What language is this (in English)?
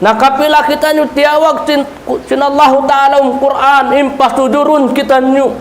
Tausug